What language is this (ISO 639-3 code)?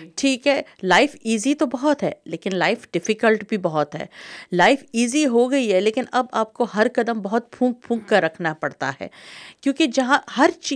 urd